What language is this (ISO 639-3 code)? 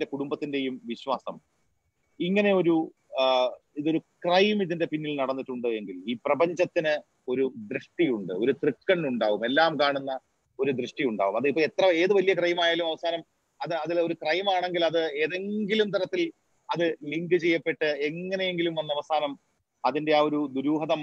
mal